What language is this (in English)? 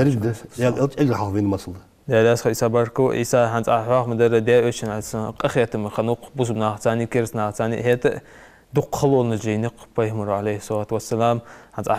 Ingush